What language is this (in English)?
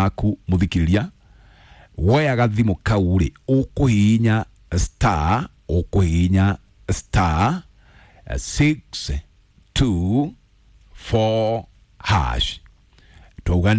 Kikuyu